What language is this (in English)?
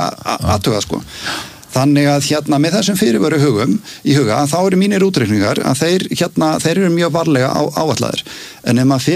Icelandic